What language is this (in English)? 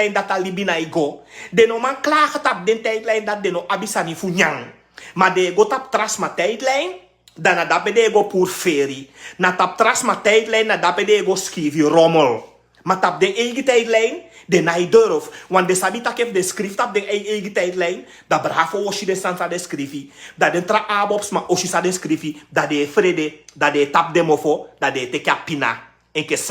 Sranan Tongo